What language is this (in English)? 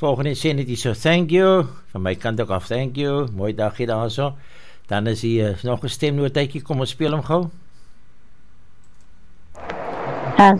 Afrikaans